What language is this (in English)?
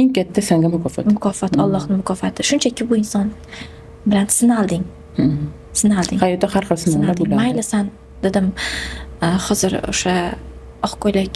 Uzbek